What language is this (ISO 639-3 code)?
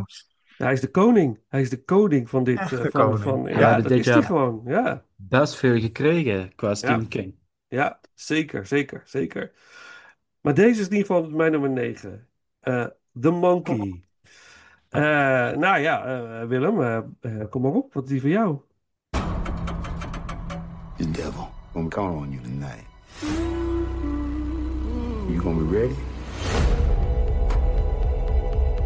nld